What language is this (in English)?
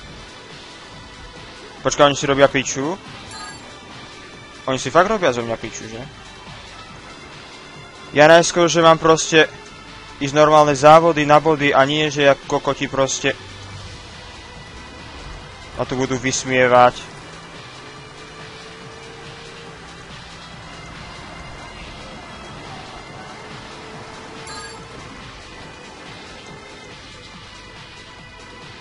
Slovak